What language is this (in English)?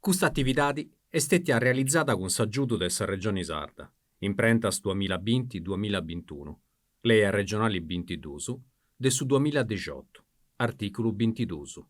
Sardinian